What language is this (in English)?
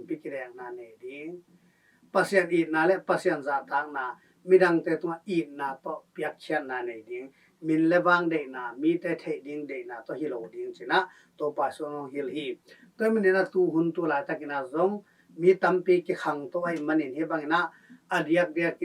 Tedim Chin